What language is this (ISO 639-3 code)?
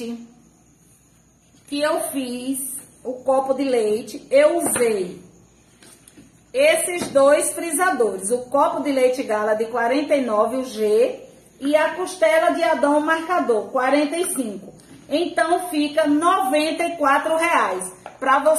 por